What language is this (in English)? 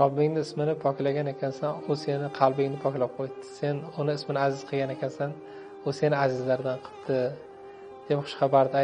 Uzbek